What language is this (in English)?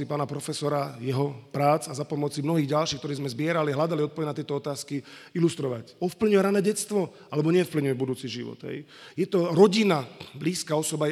Slovak